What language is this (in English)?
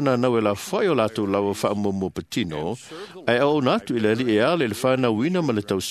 Samoan